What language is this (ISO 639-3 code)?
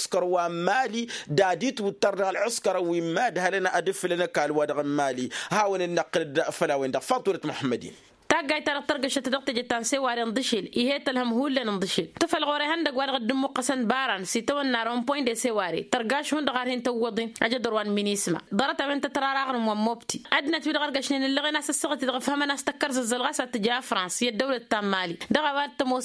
taq